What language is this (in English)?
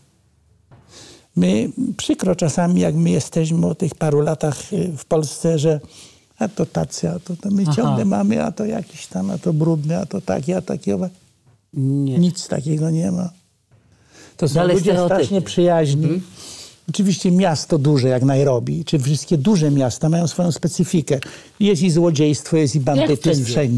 Polish